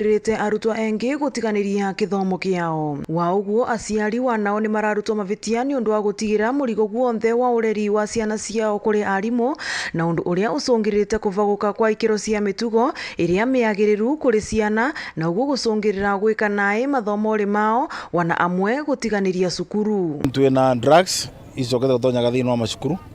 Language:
Meru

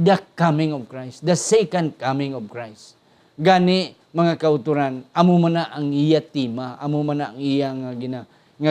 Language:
Hiligaynon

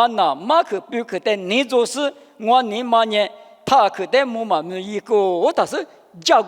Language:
Lisu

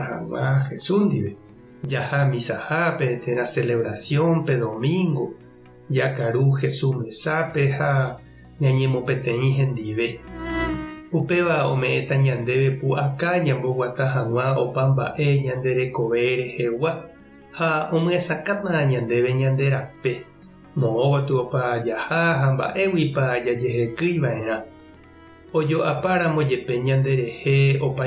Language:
Guarani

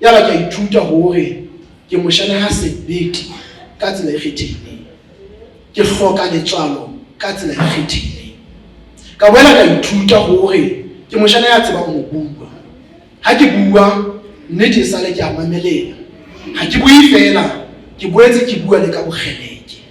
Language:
Southern Sotho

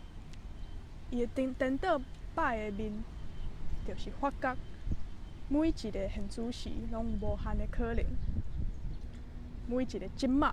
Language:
Min Nan Chinese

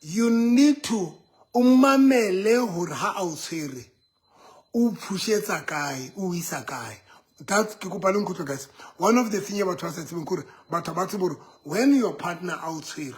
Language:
Southern Sotho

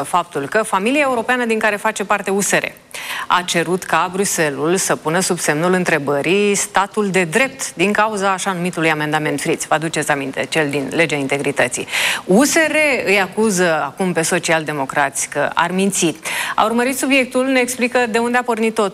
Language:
Romanian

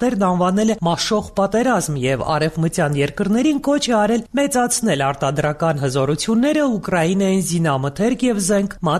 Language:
Armenian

